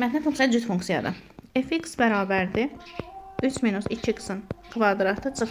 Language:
Azerbaijani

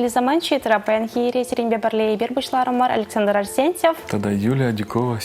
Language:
Chuvash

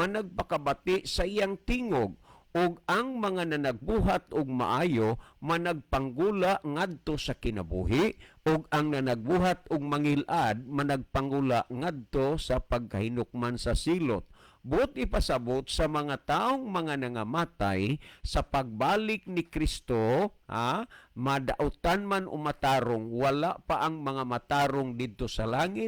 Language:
Cebuano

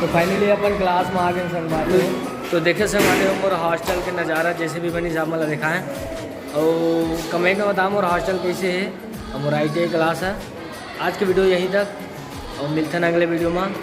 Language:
Chhattisgarhi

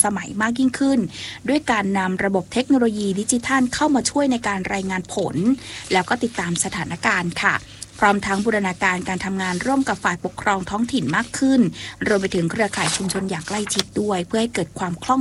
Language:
Thai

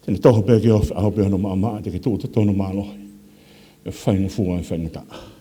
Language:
Tongan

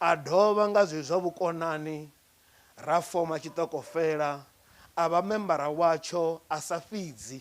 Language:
Venda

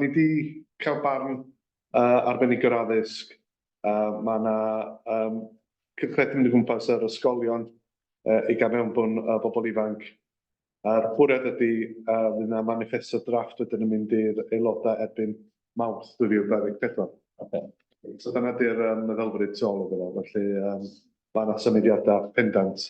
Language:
Welsh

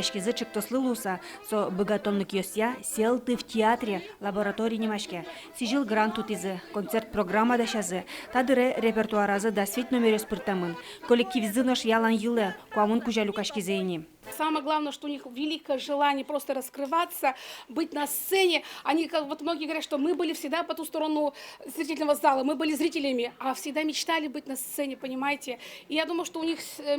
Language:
Udmurt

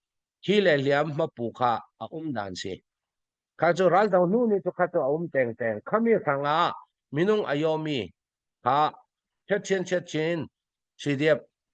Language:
Falam Chin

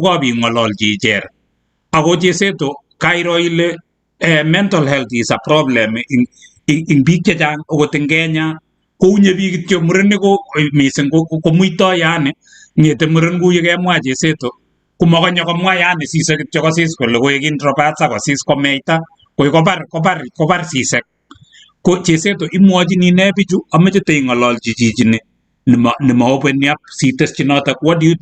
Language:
Kalenjin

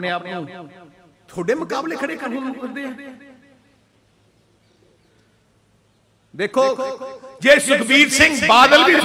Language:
Punjabi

